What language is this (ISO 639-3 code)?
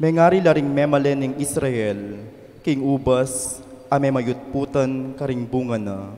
pam